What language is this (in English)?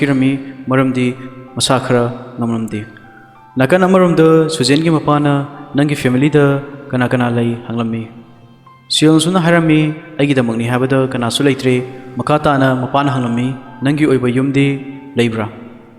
Manipuri